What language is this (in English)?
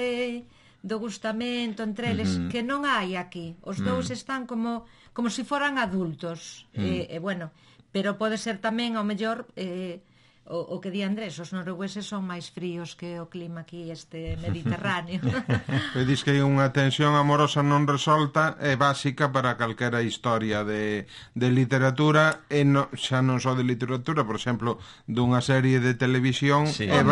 Galician